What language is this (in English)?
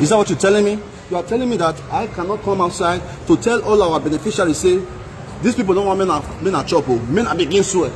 Nigerian Pidgin